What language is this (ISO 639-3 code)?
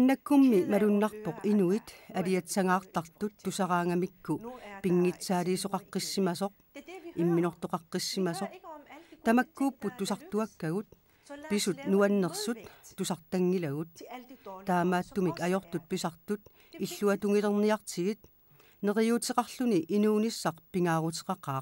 kal